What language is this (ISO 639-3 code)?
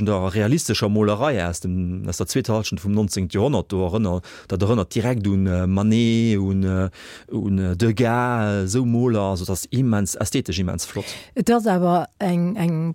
ltz